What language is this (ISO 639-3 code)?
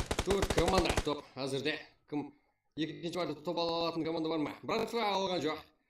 kaa